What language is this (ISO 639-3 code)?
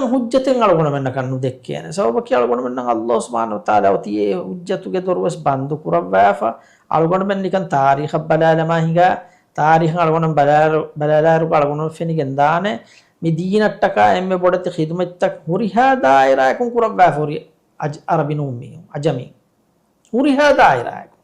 div